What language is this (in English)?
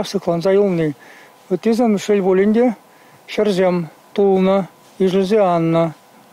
Chuvash